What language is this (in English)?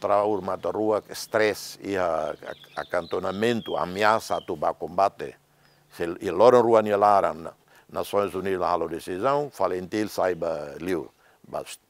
Tetum